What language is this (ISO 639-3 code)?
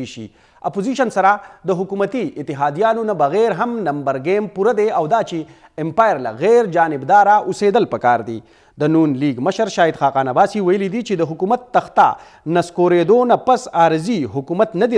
pus